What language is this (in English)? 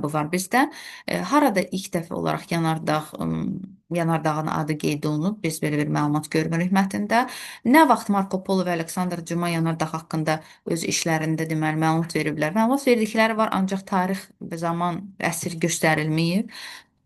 Azerbaijani